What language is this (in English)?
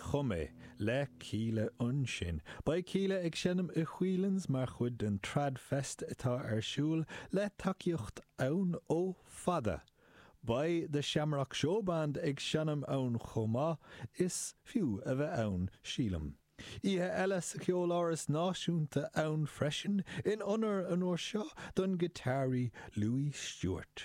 Irish